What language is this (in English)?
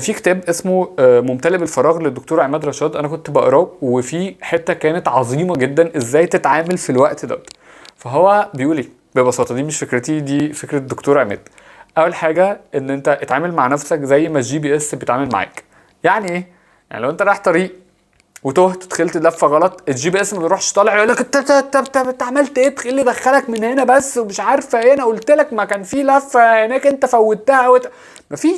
Egyptian Arabic